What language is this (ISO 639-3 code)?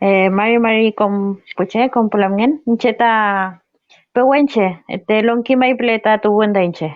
arn